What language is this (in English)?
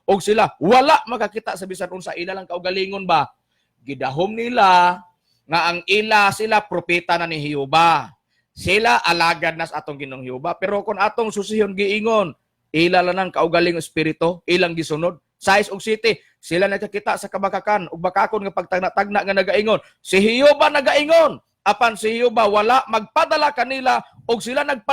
Cebuano